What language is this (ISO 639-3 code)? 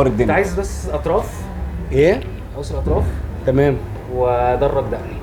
arz